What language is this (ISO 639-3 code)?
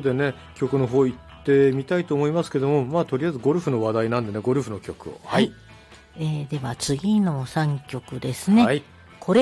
jpn